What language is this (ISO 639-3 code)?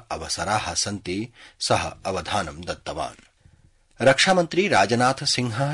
san